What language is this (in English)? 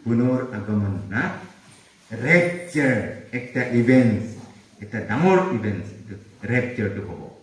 Naga Pidgin